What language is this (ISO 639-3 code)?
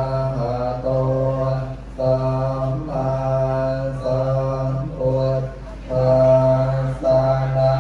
pli